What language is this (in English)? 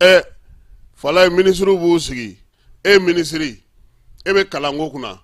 Bambara